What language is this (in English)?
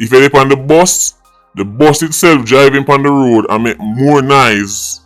Jamaican Creole English